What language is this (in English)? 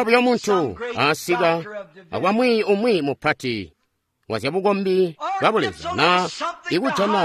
Tonga (Zambia)